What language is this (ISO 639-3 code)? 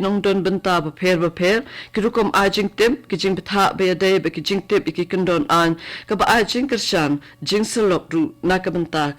kha